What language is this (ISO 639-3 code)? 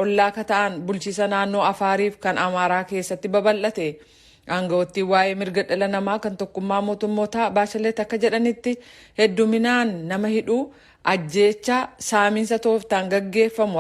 orm